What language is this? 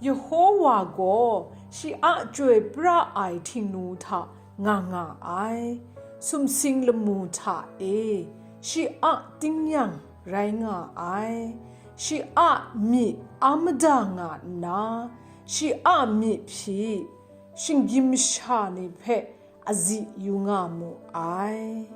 Kachin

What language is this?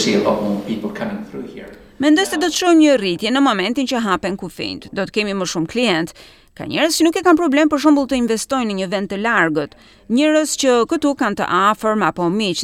Albanian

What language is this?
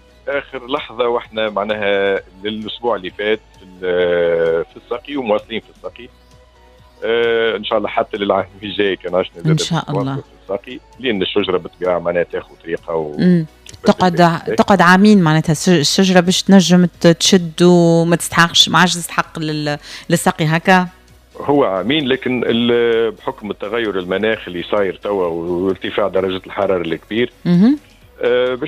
Tunisian Arabic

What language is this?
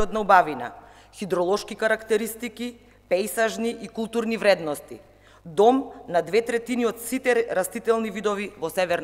Macedonian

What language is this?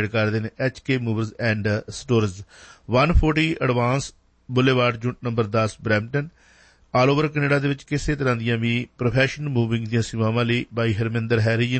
Punjabi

